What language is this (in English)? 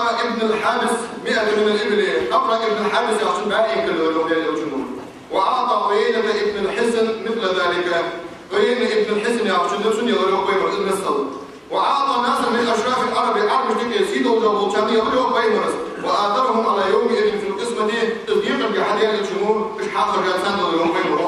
Ingush